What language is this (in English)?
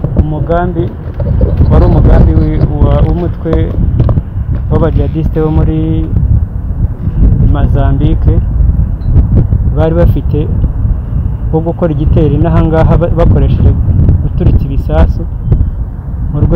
Kinyarwanda